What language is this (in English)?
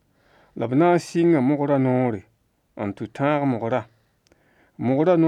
Mossi